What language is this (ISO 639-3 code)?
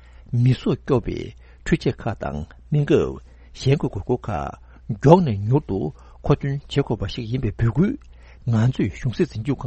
bod